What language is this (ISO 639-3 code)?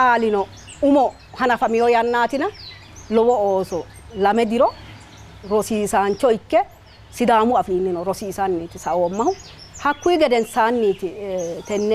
sid